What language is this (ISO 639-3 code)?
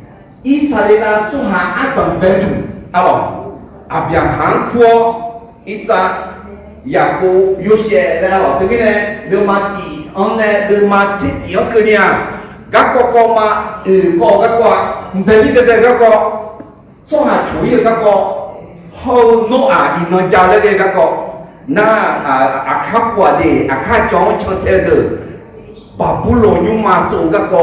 ahk